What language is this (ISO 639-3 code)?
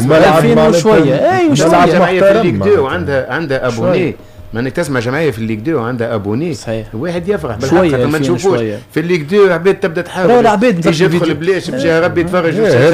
aeb